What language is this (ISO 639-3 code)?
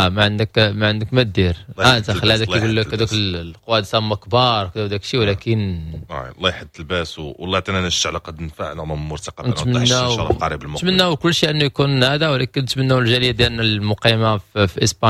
ary